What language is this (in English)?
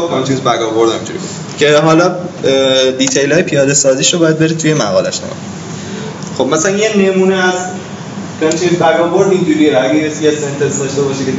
Persian